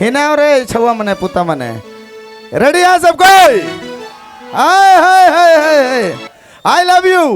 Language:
Sadri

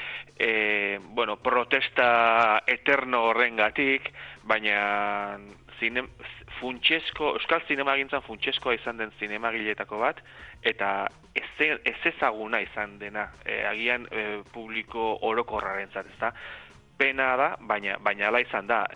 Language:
Basque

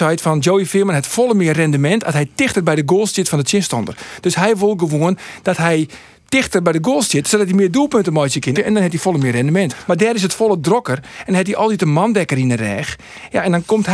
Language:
Western Frisian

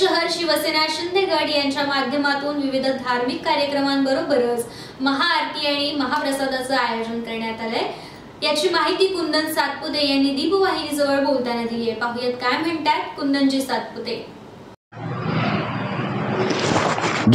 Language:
Marathi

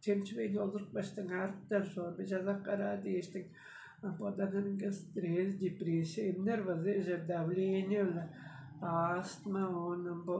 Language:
Tuvinian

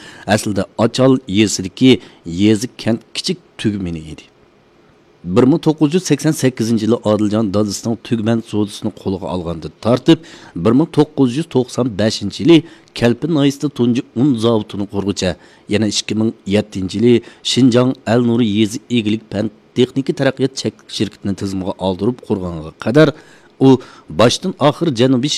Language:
Uyghur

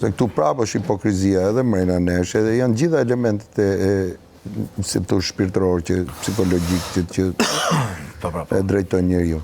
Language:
Albanian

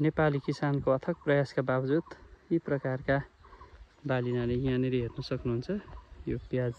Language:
Nepali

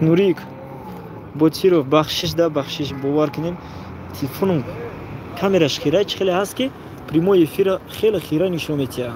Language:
Tajik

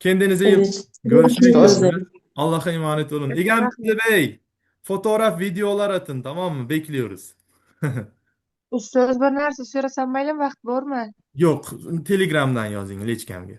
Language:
Uzbek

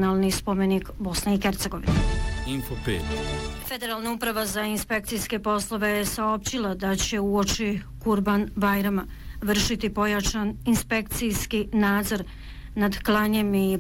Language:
Bosnian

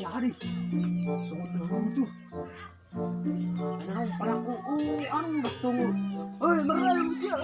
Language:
Batak Toba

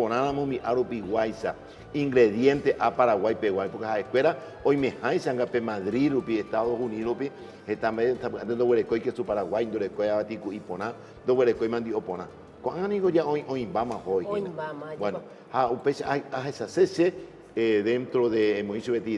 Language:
Guarani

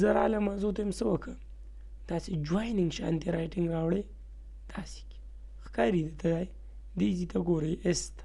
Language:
Pashto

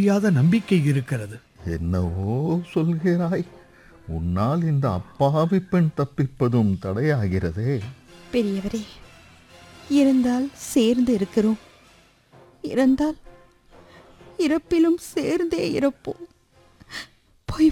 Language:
Tamil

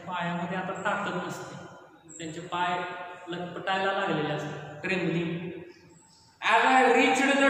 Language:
Marathi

